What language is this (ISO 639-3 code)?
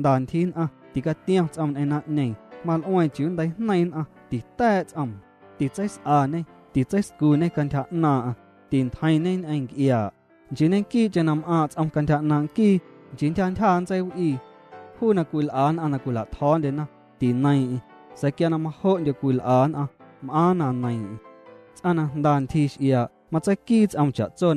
amu